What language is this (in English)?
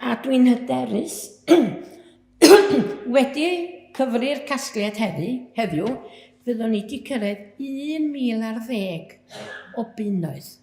Welsh